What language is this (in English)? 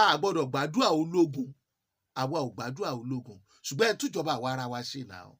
Yoruba